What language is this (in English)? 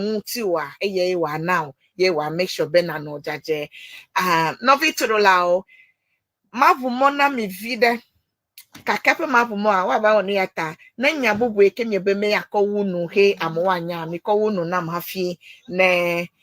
Ewe